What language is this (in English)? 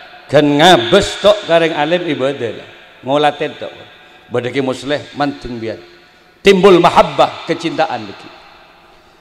Madurese